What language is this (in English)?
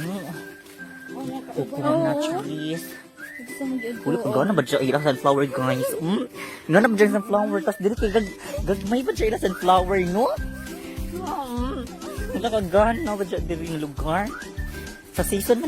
Cebuano